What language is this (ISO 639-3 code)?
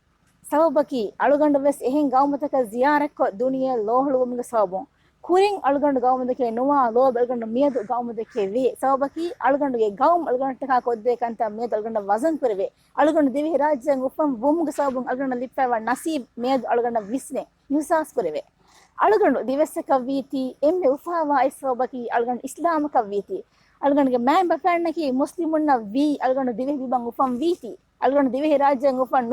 div